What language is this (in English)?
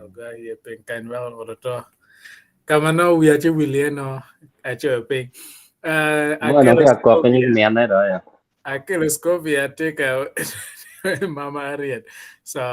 Acoli